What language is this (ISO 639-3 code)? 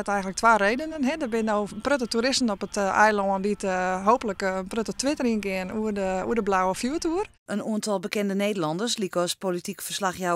fry